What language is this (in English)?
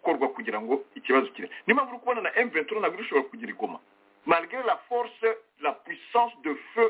Kinyarwanda